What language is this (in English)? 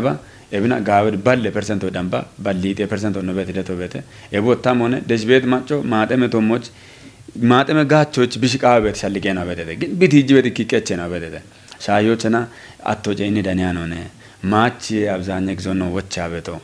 Kafa